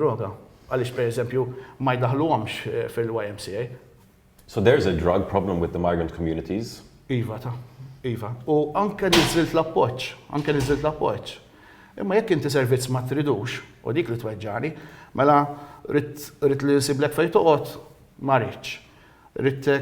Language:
Maltese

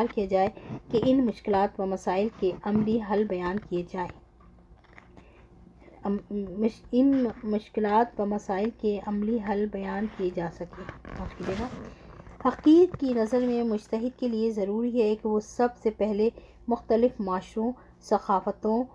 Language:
Urdu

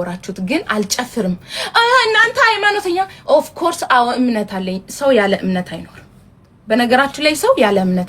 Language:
Amharic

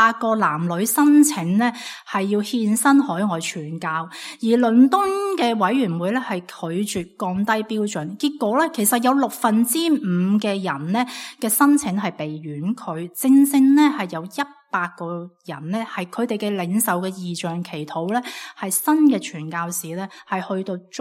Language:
Cantonese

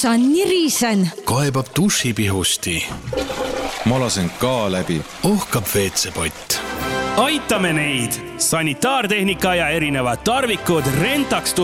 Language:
Estonian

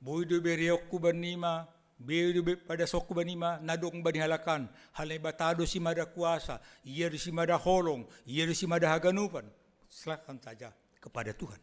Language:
Batak Simalungun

